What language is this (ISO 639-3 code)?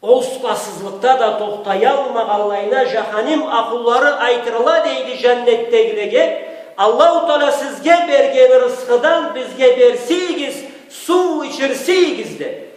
krc